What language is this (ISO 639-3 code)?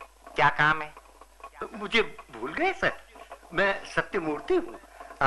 hin